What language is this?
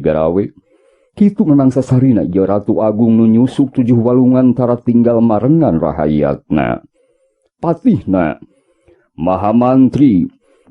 Sundanese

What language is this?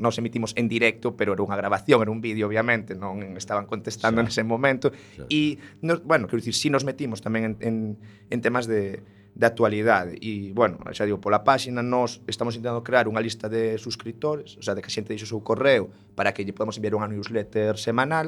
Galician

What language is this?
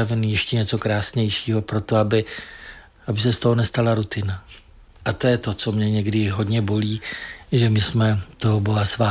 Czech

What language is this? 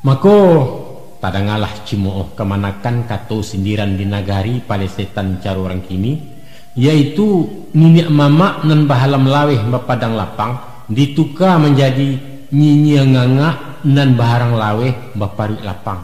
Minangkabau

